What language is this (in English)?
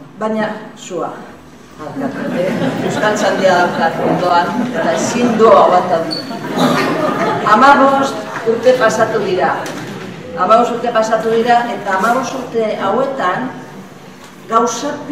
Basque